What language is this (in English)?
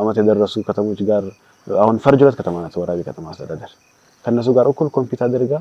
Amharic